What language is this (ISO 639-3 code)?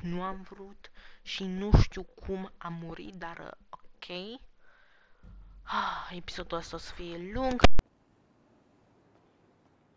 ron